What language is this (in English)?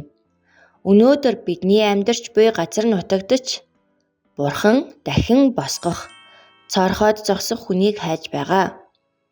Mongolian